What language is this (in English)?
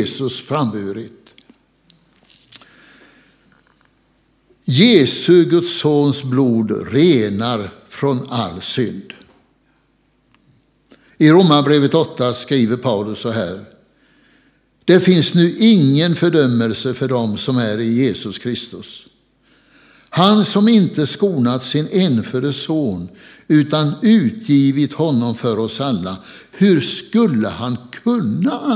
Swedish